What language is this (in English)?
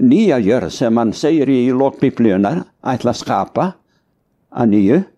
Icelandic